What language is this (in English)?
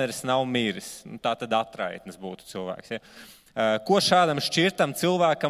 Latvian